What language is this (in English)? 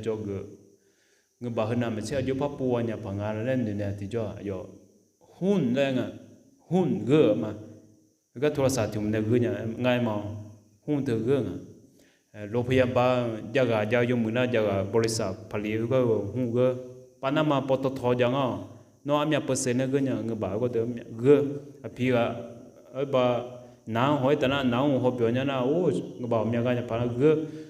Akha